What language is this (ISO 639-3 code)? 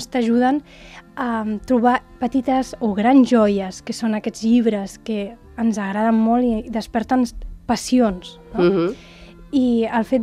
cat